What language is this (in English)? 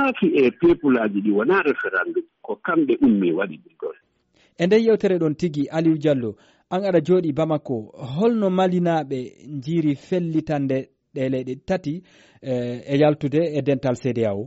Fula